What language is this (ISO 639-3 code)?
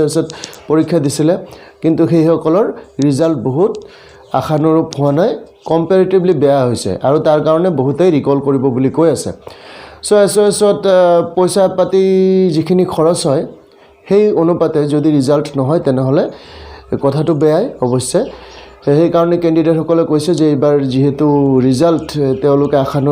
asm